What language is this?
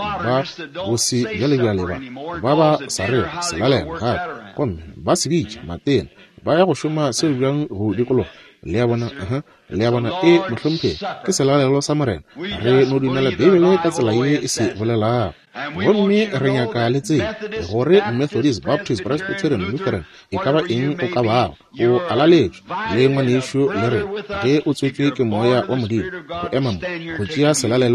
Northern Sotho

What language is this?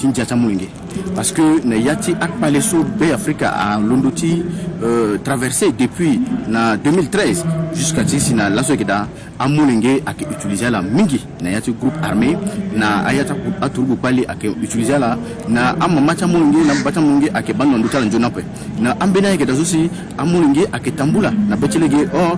Sango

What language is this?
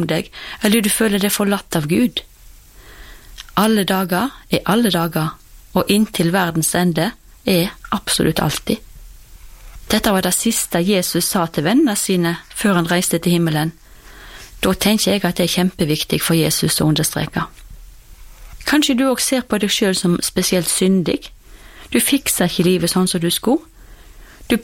Norwegian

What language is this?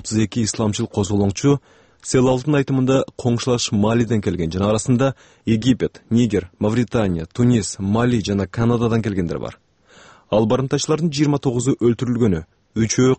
Kyrgyz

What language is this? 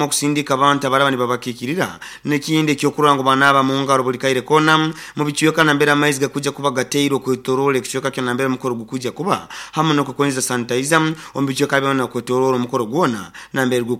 Nyoro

